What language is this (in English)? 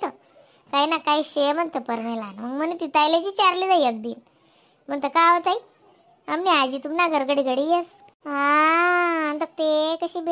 Khandesi